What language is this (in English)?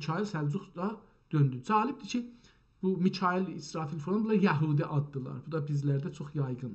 South Azerbaijani